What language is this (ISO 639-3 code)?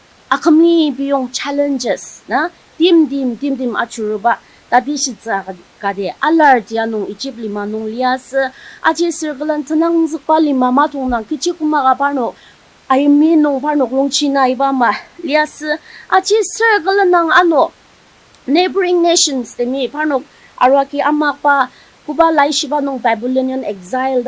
njo